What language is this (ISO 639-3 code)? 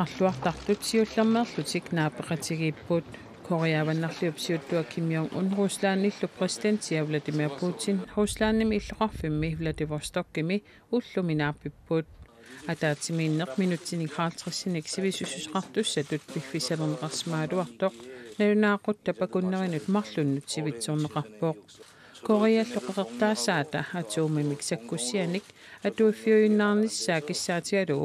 kal